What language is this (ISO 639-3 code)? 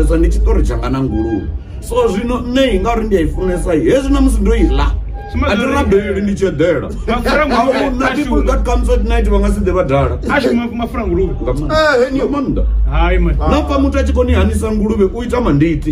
ven